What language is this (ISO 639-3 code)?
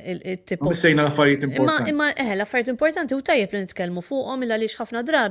mlt